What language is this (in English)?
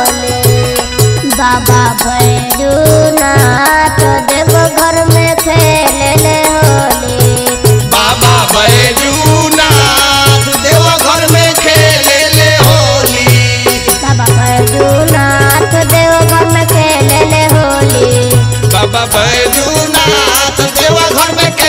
Bhojpuri